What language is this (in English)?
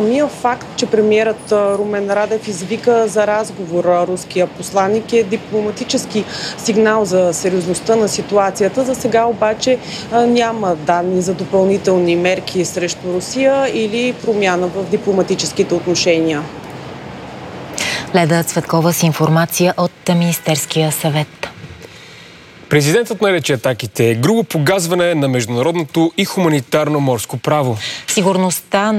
Bulgarian